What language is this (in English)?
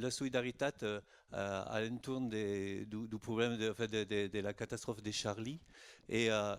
Occitan